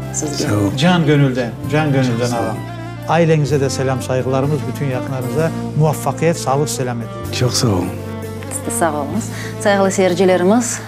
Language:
Crimean Tatar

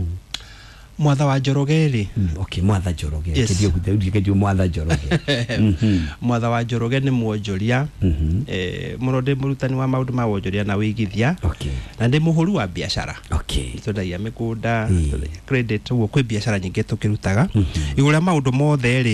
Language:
Kikuyu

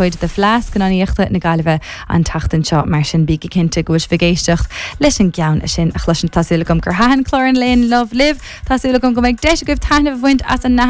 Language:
Irish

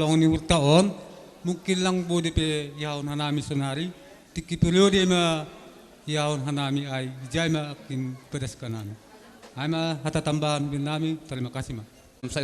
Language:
Batak Simalungun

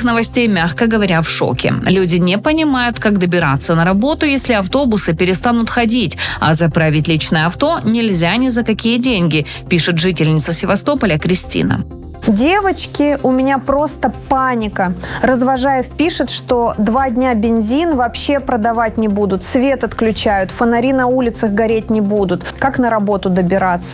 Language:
Russian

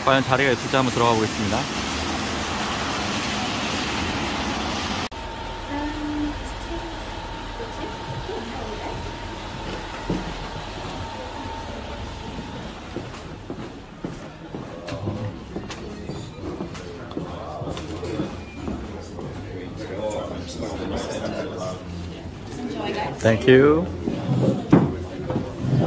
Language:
Korean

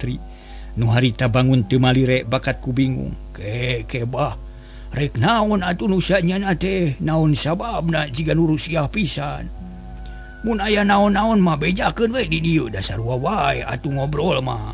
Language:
Sundanese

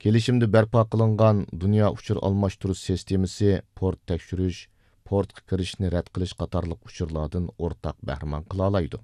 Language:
Uyghur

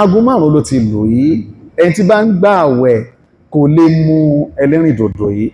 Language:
Yoruba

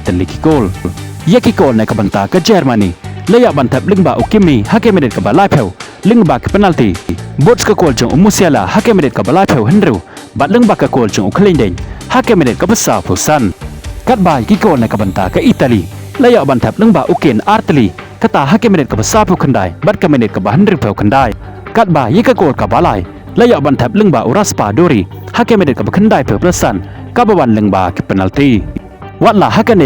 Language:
Khasi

